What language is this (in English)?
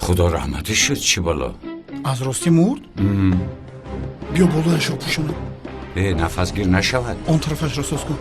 Tajik